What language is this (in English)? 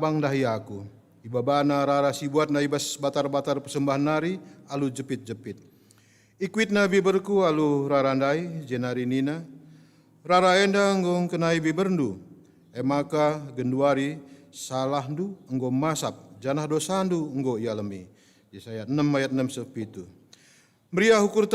Batak Karo